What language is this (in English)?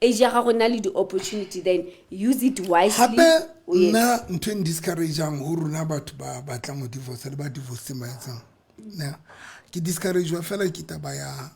Southern Sotho